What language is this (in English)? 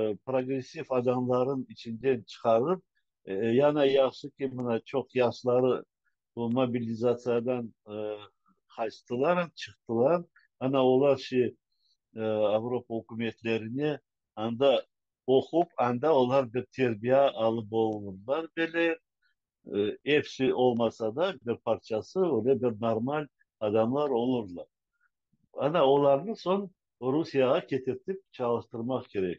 Crimean Tatar